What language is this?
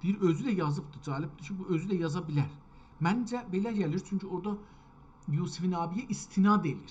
South Azerbaijani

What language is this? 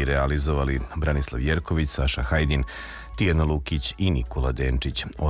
Serbian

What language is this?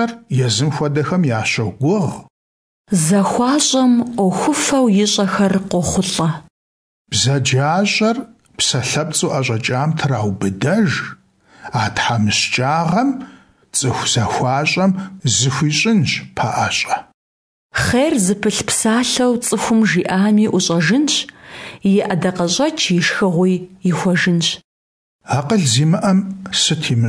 Kabardian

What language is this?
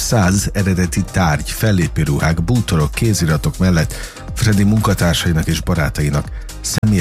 Hungarian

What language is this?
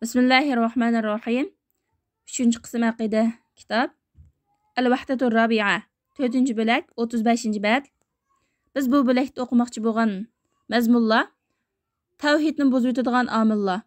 Uyghur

